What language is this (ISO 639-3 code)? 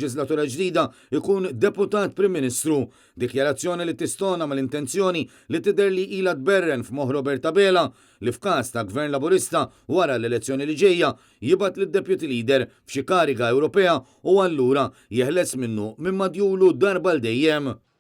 mlt